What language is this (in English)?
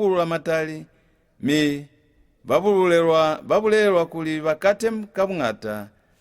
Lozi